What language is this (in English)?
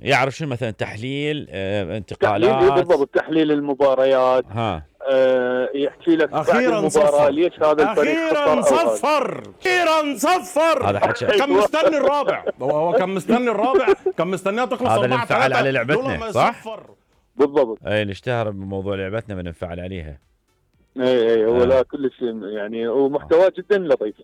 Mesopotamian Arabic